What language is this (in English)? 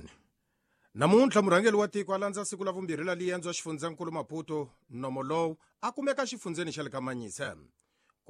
Tsonga